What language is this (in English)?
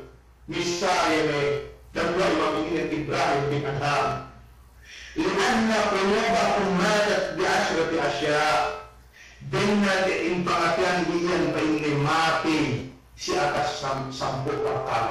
Yakan